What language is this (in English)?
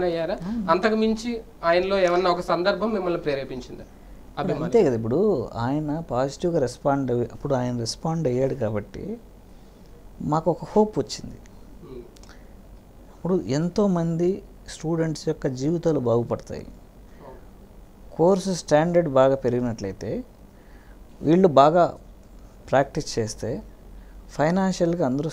Telugu